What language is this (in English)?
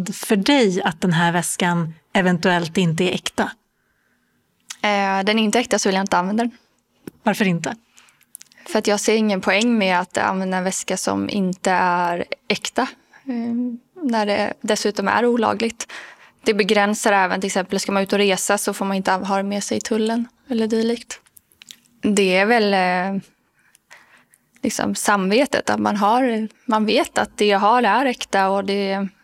Swedish